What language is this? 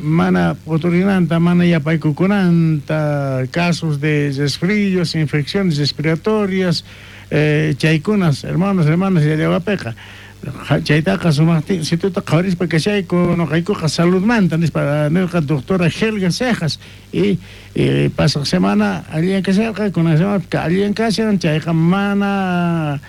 South Bolivian Quechua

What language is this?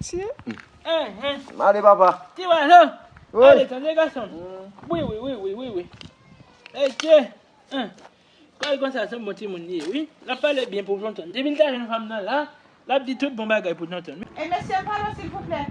Haitian Creole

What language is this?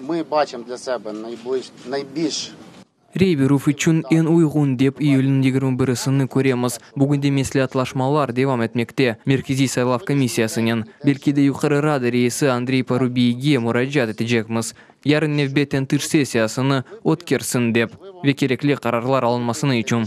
Crimean Tatar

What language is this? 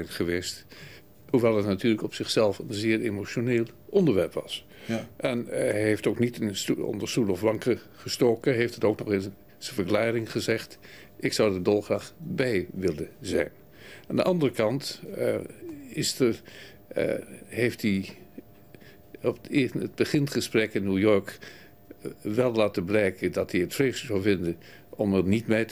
Dutch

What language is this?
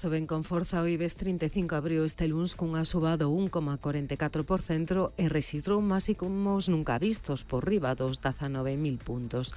Galician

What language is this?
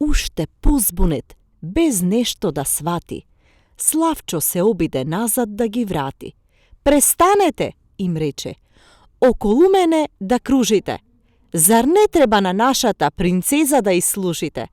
Macedonian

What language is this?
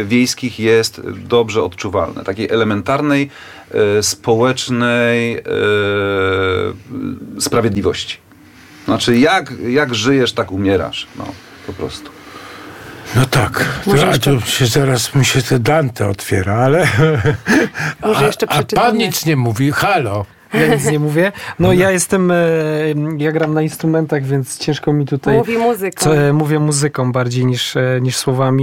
Polish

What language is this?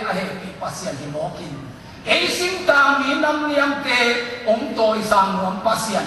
Tedim Chin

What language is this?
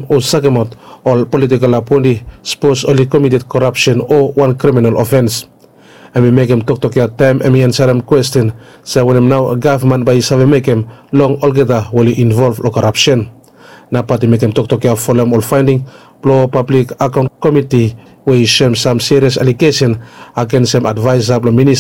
Bislama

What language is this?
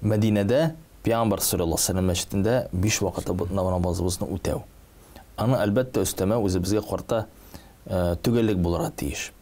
Tatar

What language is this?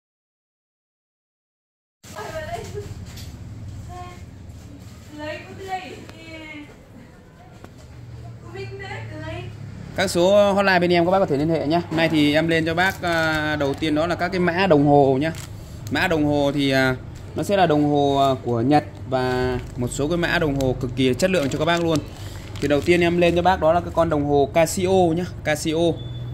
Vietnamese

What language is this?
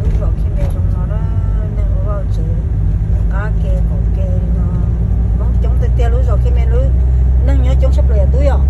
Hmong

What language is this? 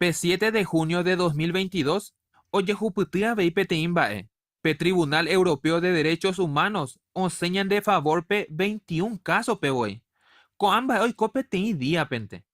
Guarani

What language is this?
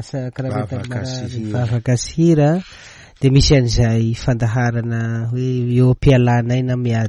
Malagasy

